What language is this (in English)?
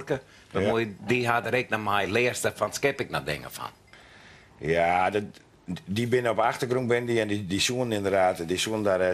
Western Frisian